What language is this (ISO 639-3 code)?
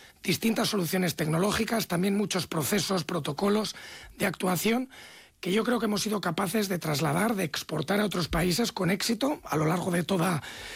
spa